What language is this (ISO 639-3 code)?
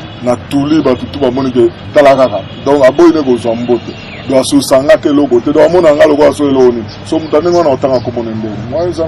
lin